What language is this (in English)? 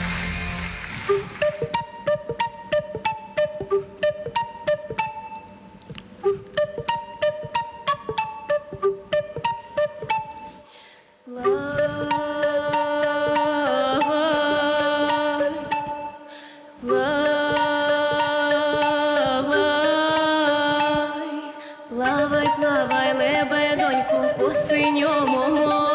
Ukrainian